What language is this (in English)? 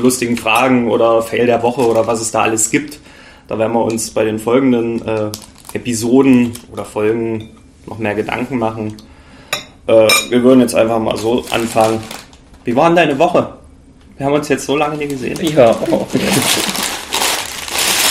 German